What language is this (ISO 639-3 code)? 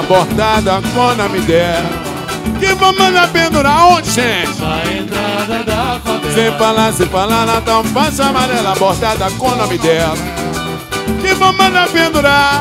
por